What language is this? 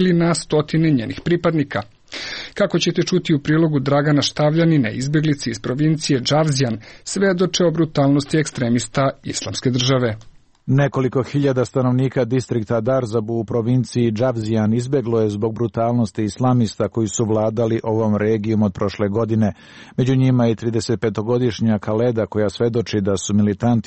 Serbian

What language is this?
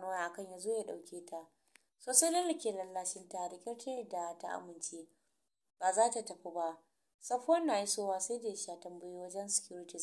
Hausa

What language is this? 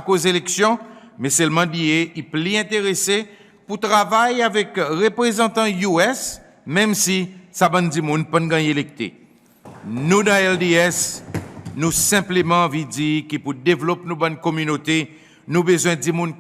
Seselwa Creole French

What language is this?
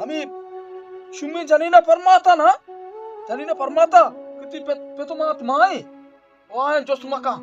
Baluchi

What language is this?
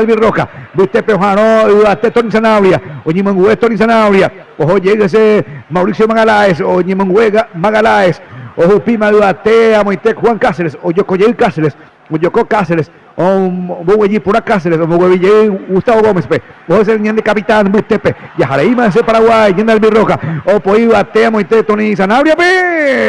Guarani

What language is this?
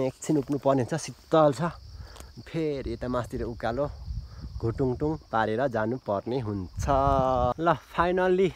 Nepali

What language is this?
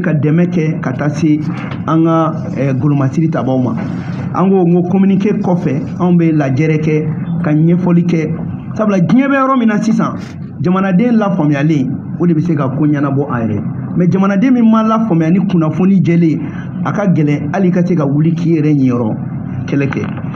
Bambara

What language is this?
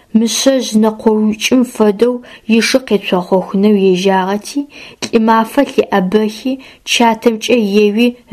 Adyghe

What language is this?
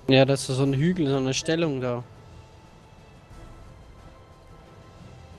German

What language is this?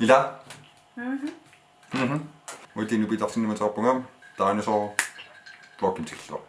Kalaallisut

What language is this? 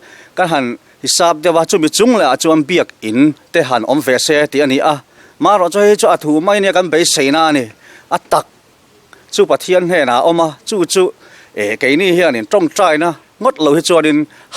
Mizo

